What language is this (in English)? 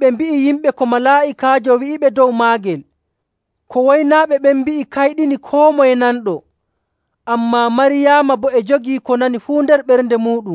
Nigerian Fulfulde